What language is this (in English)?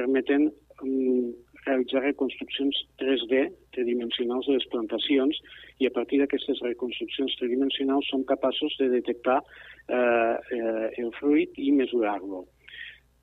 Catalan